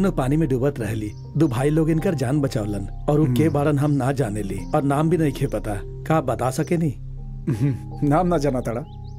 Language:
Bhojpuri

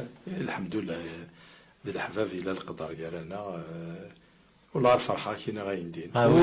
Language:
Kabyle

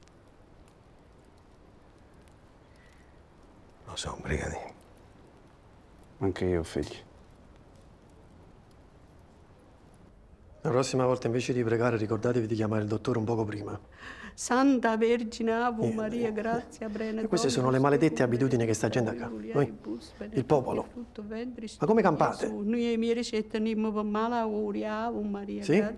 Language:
Italian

